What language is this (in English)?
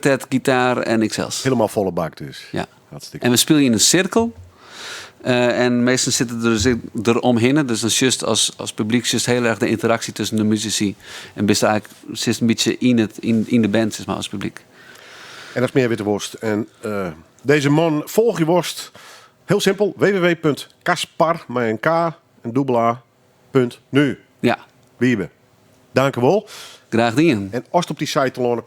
Western Frisian